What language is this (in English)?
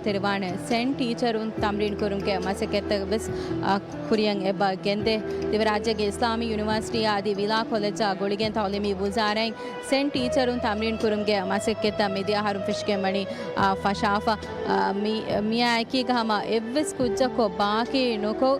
Divehi